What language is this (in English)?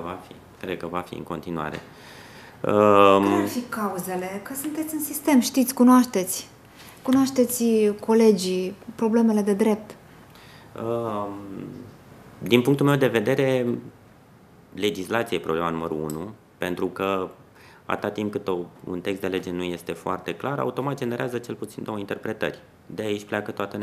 Romanian